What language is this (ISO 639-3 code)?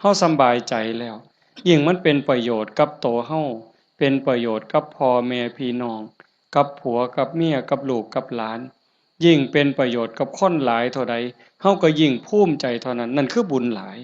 tts